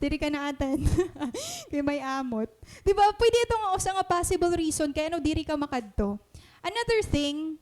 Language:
Waray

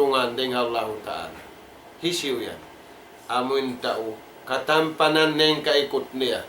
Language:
Tausug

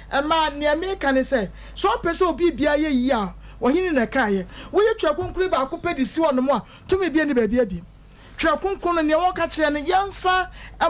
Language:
Akan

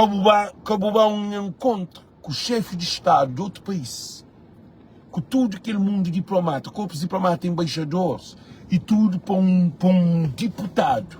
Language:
Kabuverdianu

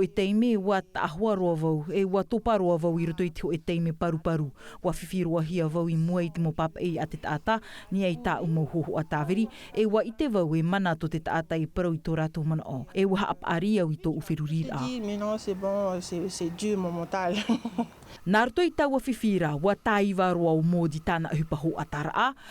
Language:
Tahitian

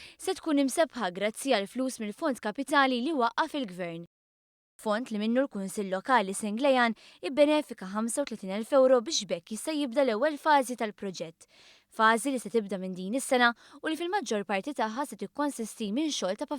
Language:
Maltese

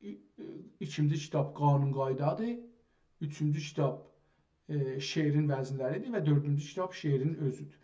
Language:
South Azerbaijani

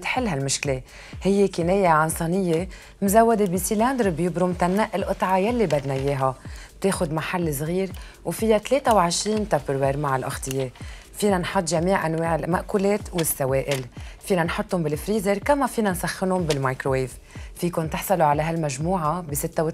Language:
North Levantine Arabic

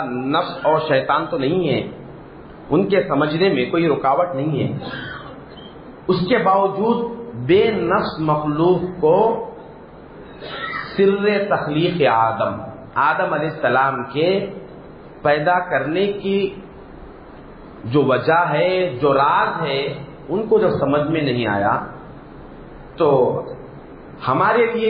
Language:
Urdu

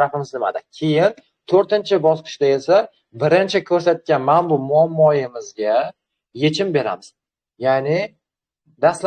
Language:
Uzbek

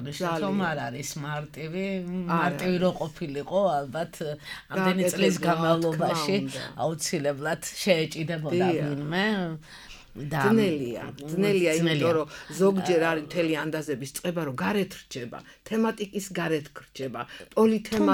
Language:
Georgian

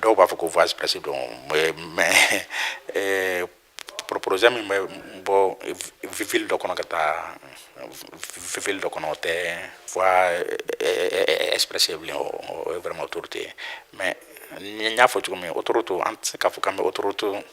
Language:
Bambara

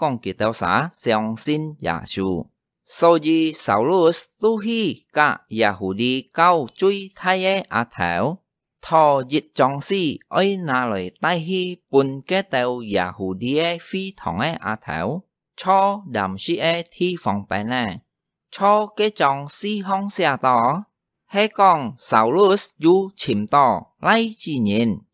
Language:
Hakka Chinese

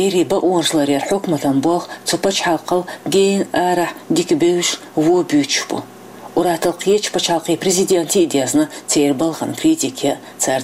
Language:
Chechen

